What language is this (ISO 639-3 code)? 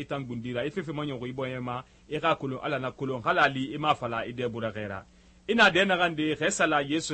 sus